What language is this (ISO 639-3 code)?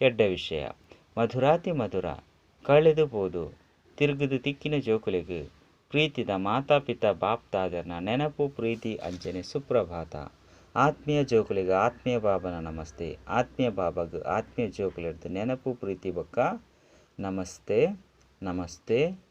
tcy